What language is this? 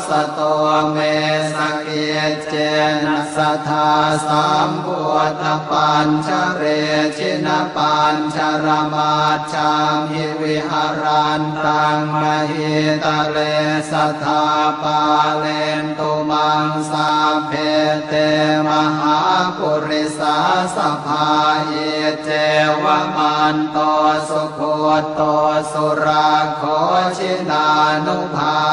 Pali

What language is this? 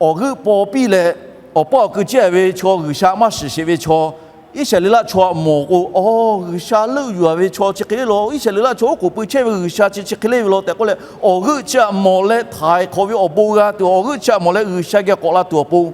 Lahu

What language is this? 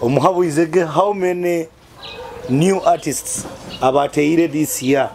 Nyoro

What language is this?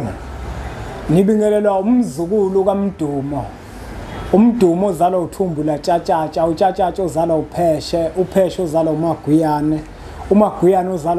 Zulu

